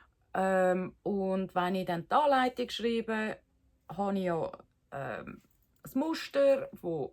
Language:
Swiss German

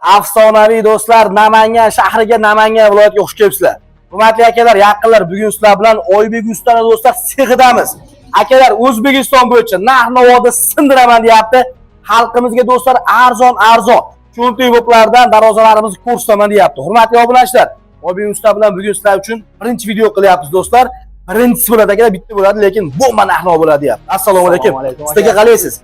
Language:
Uzbek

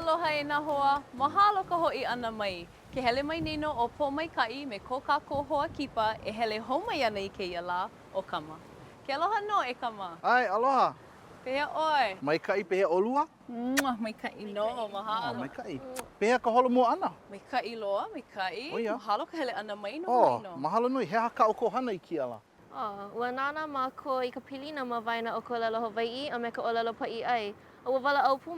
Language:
Hawaiian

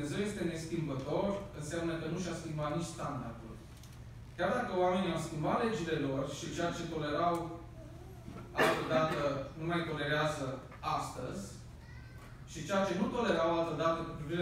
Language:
Romanian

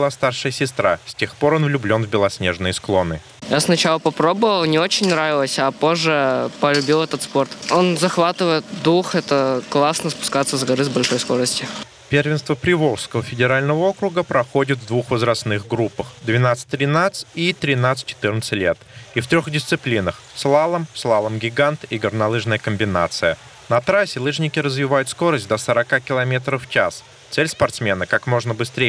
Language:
Russian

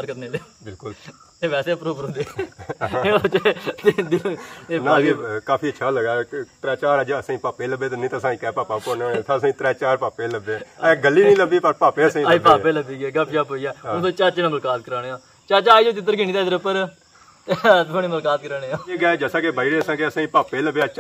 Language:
Pahari-Potwari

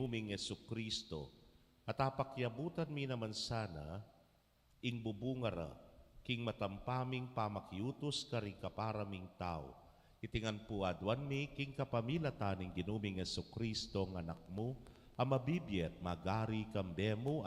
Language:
Pampanga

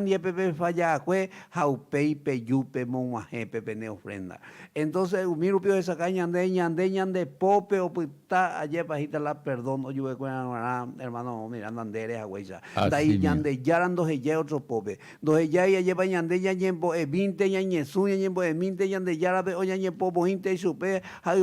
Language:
Guarani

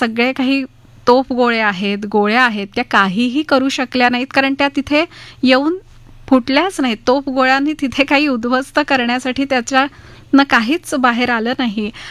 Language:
Marathi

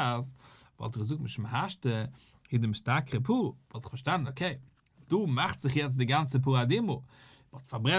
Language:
Yiddish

